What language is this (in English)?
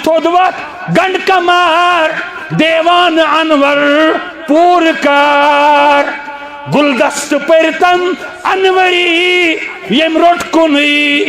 Kashmiri